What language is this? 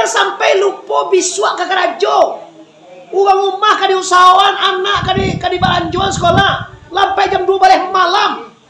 Minangkabau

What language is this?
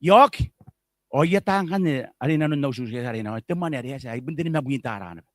Gilbertese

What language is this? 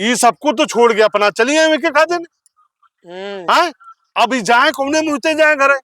Awadhi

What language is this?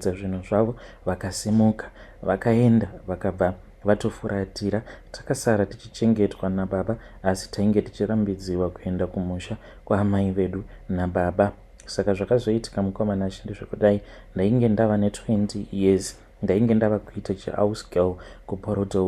Shona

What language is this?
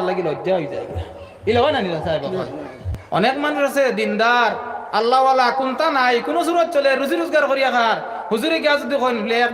Sylheti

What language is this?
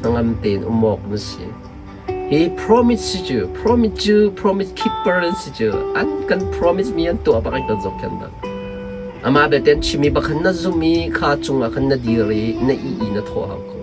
Hakha Chin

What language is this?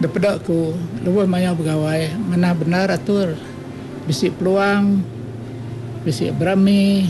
Iban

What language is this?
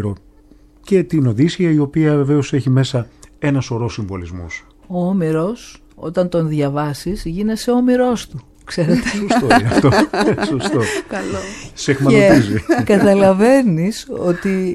Greek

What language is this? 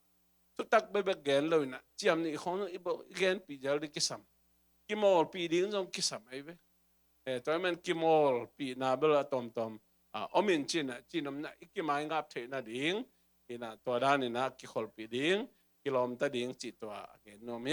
Tedim Chin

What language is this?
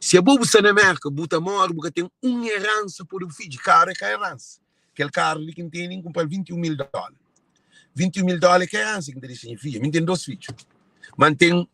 Kabuverdianu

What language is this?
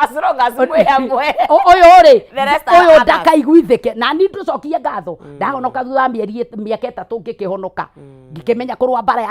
Kikuyu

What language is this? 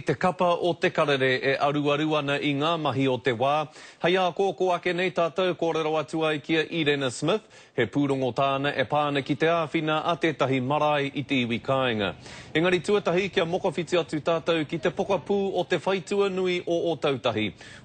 Māori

